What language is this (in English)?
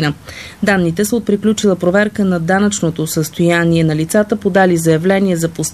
Bulgarian